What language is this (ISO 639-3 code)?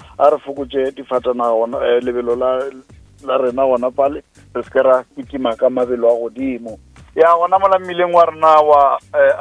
nso